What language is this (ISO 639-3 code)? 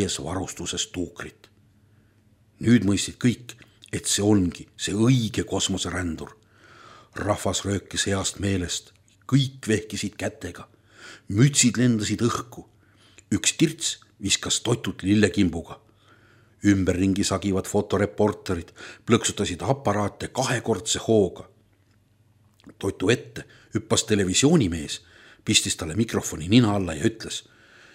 est